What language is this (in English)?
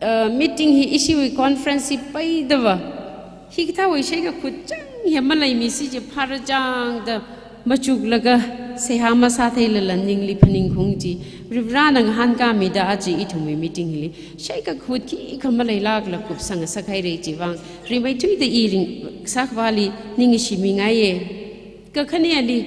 Tangkhul Naga (India)